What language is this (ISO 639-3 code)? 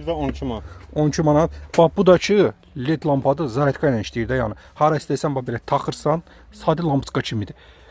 aze